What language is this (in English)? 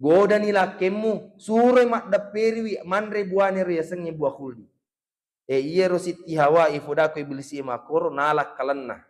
Buginese